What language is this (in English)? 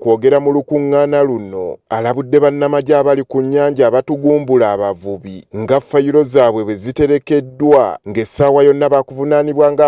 Ganda